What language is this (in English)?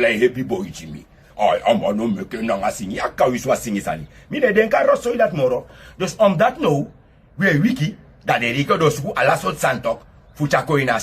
Sranan Tongo